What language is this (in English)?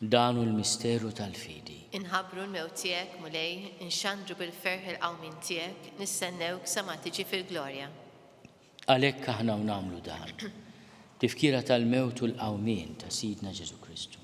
Maltese